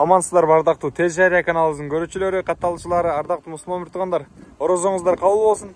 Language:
Kyrgyz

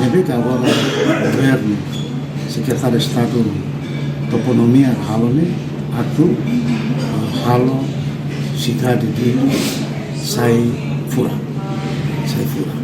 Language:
Tetum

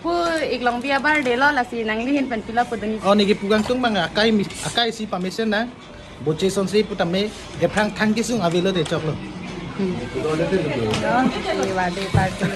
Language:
Karbi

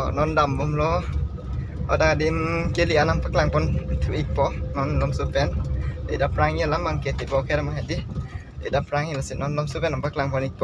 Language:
Karbi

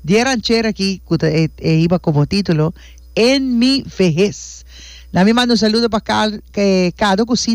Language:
Papiamento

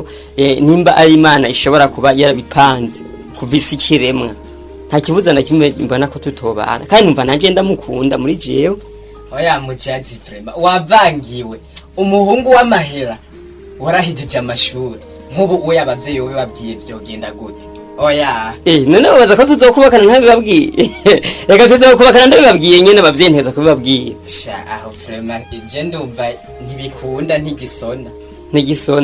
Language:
Rundi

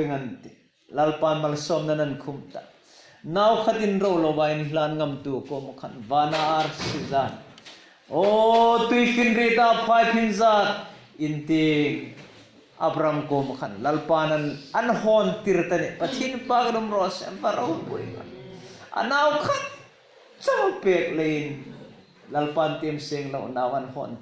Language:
Hmar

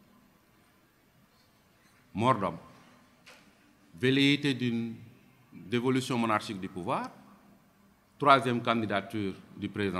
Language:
French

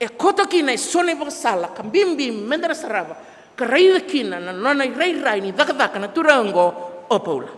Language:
Fijian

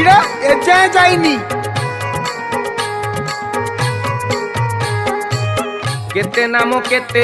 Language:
Odia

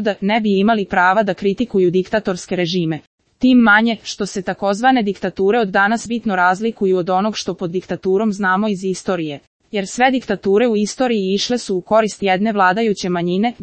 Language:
Serbian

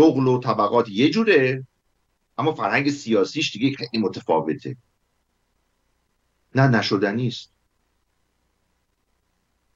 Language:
Persian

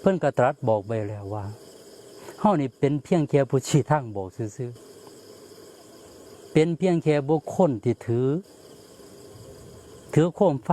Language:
Northeastern Thai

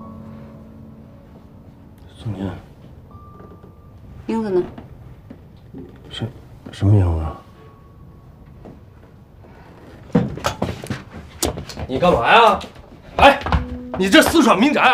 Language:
Chinese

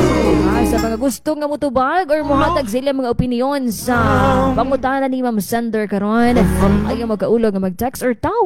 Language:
Cebuano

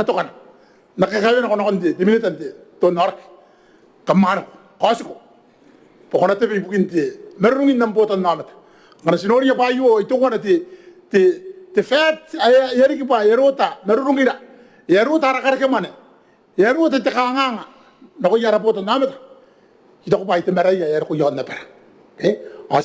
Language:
Gilbertese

